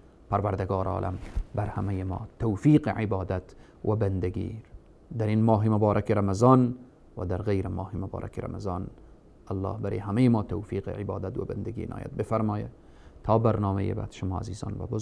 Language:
Persian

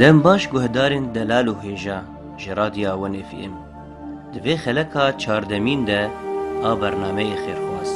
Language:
Kurdish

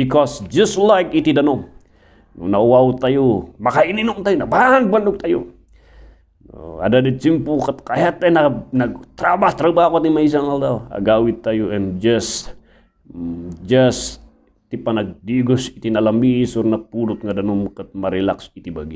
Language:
Iloko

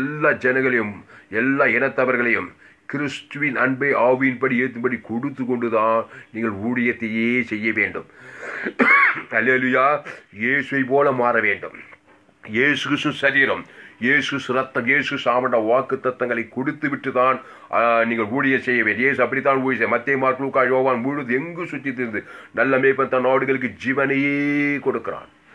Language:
Tamil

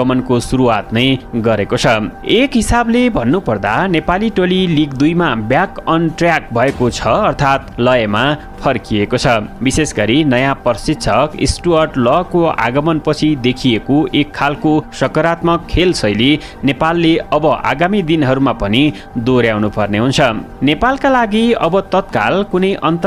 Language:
Nepali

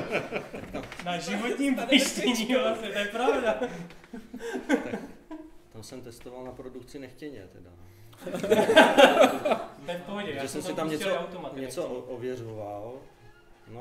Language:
Czech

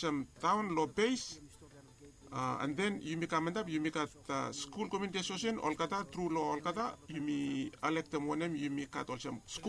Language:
Bislama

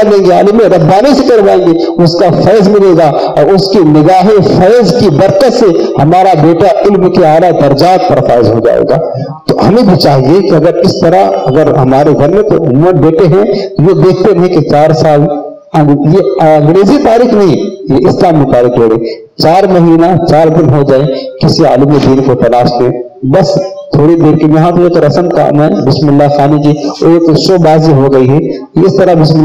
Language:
Urdu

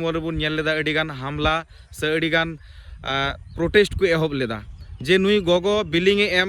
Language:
Santali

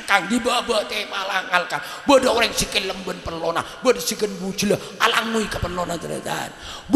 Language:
Madurese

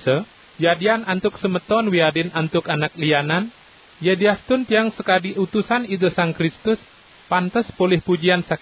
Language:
Balinese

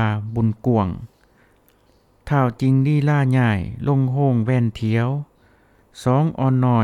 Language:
Thai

